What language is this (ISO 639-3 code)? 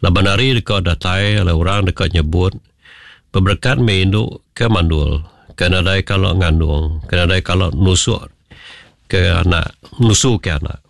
iba